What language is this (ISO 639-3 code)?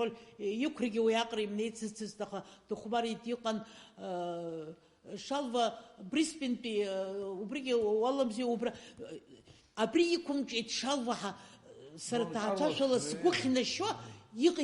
abk